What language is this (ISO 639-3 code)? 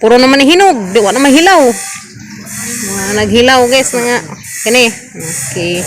ceb